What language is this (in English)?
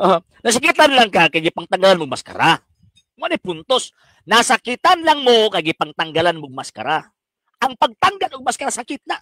Cebuano